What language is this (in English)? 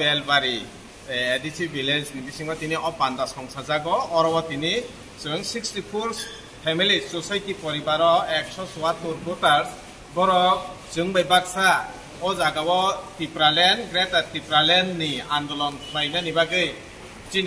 Kok Borok